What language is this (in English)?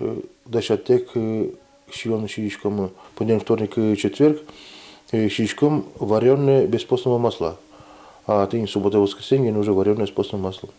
Udmurt